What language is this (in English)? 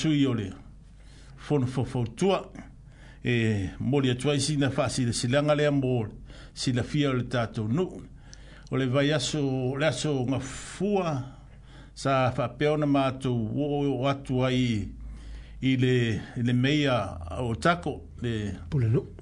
Samoan